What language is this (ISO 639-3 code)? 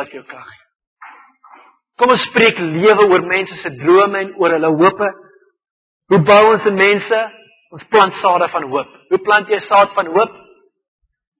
afr